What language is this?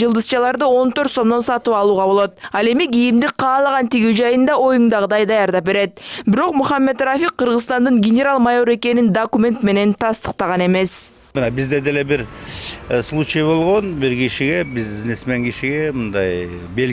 Kyrgyz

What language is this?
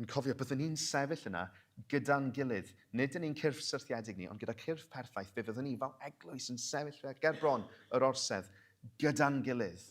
Welsh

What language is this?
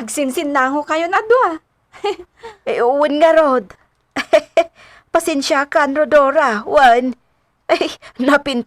Iloko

